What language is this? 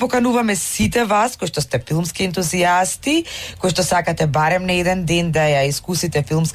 Macedonian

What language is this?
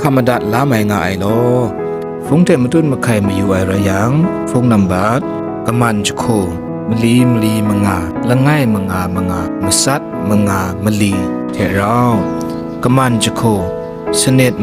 Kachin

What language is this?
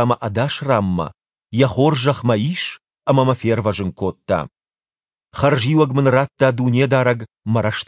Ossetic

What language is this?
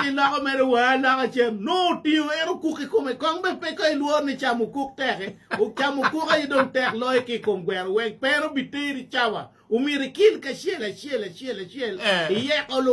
Acoli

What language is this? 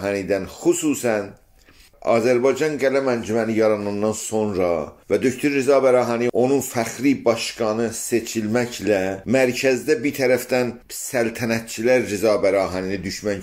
South Azerbaijani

